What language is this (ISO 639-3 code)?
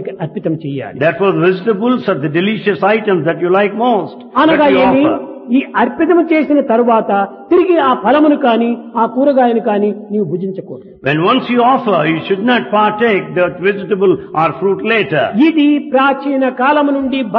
tel